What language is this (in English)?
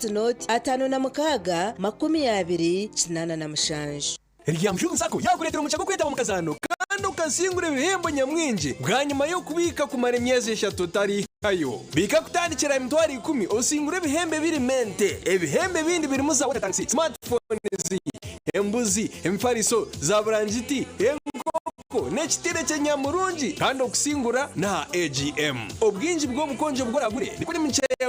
Nyankole